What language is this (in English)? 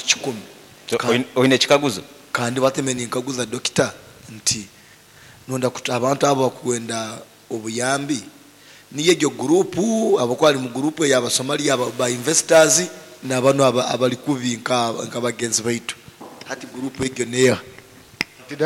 Nyoro